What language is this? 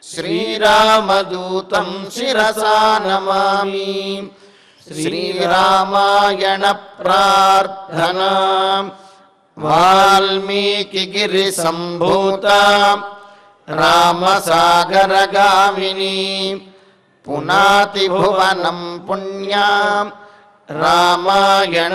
Telugu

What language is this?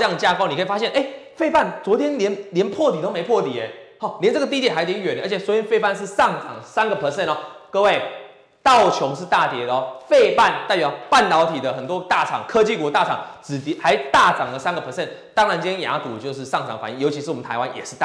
Chinese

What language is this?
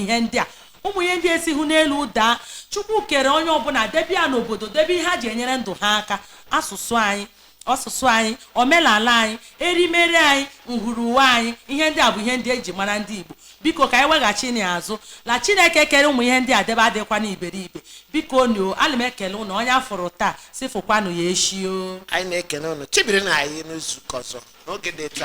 Igbo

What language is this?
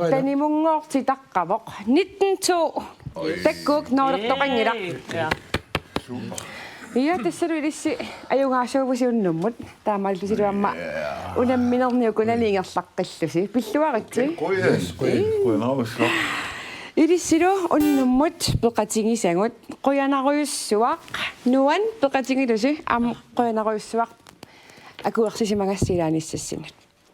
Kalaallisut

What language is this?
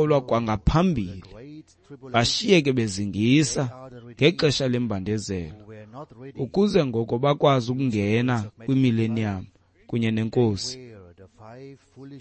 Xhosa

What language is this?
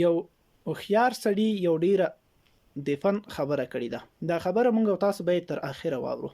Pashto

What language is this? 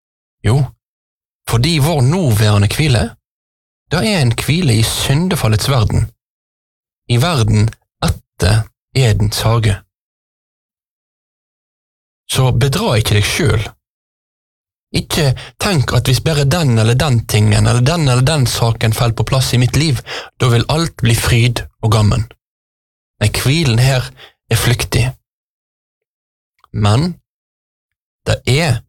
Norwegian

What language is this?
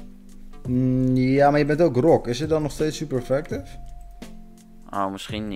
Dutch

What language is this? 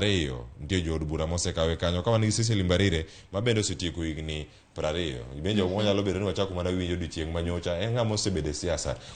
Luo (Kenya and Tanzania)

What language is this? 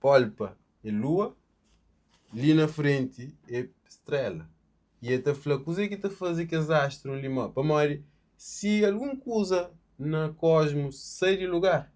Kabuverdianu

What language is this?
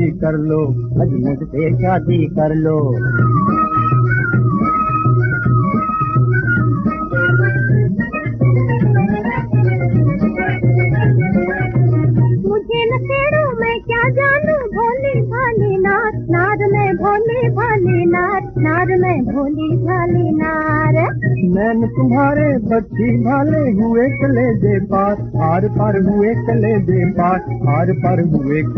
Hindi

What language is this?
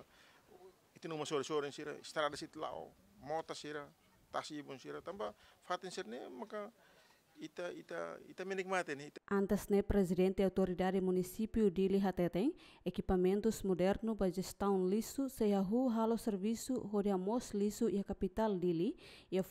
Tetum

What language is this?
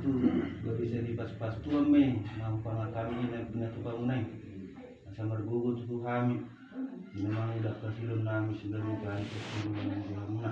Batak Toba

